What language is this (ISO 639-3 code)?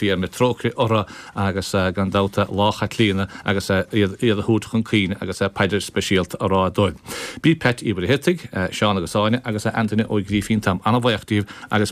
gle